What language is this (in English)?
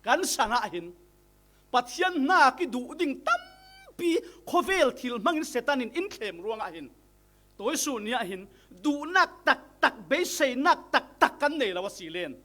Falam Chin